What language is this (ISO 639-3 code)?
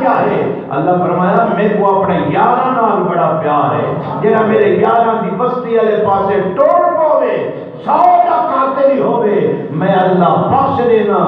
skr